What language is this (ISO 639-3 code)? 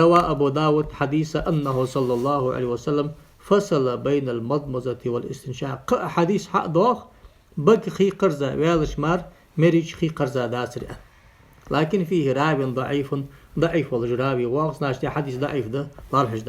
inh